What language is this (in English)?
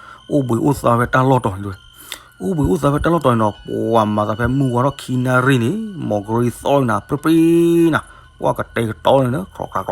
S'gaw Karen